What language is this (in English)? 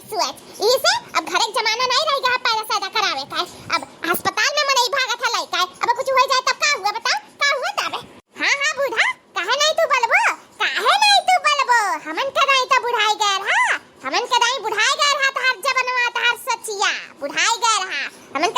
Awadhi